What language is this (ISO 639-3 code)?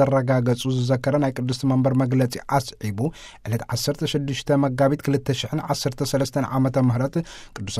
tir